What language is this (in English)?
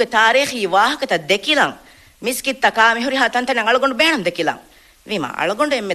Divehi